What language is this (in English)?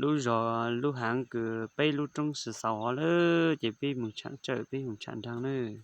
Hmong